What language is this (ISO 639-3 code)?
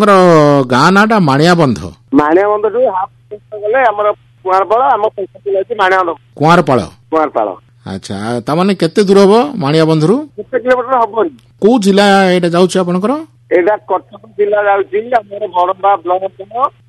ori